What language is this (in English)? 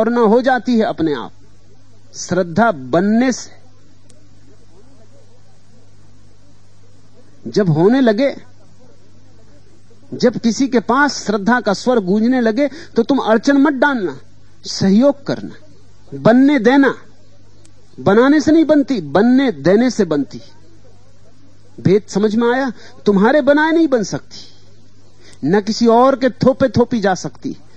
Hindi